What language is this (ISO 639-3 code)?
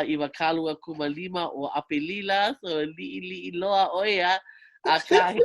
haw